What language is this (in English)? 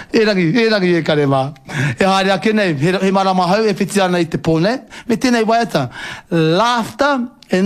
Māori